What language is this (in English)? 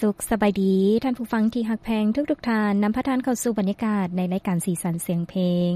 Lao